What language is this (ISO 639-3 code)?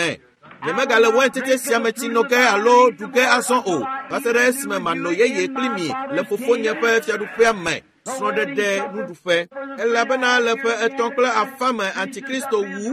ewe